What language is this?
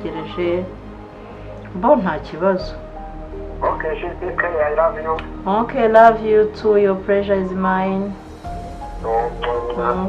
Kinyarwanda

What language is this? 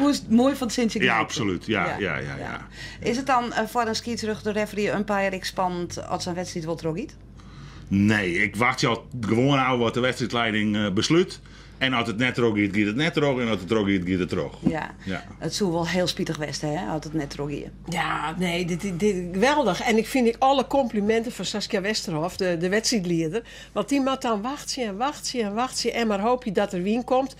Western Frisian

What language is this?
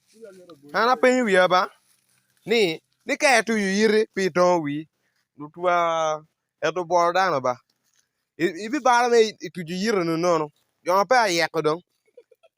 Acoli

